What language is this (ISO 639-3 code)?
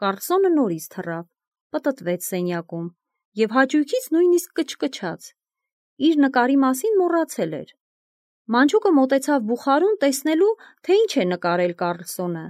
hye